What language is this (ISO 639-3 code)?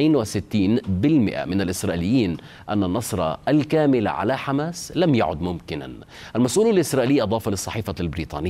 ara